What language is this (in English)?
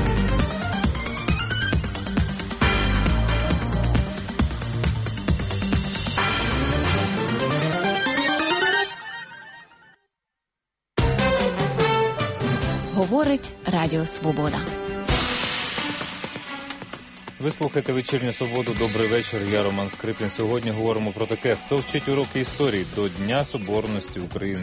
Ukrainian